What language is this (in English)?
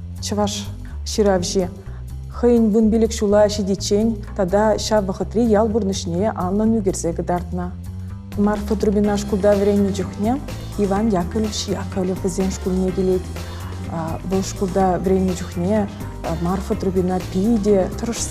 Chuvash